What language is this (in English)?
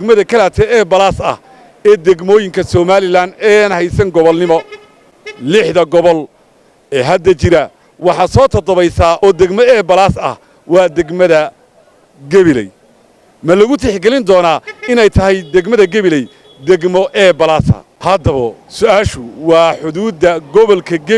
Somali